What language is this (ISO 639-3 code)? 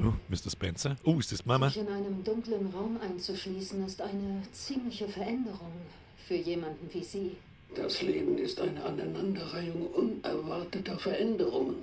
bar